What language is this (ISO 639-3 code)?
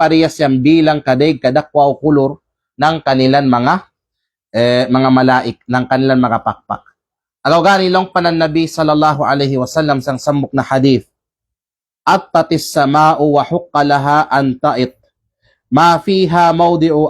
kqe